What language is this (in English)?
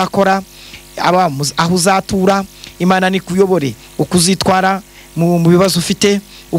Kinyarwanda